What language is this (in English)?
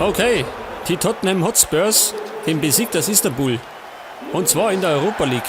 Bavarian